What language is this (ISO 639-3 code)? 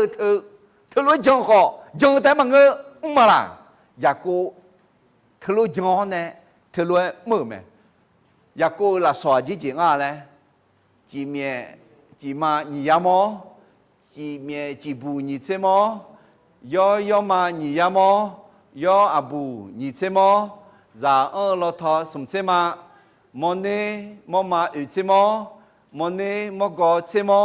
ahk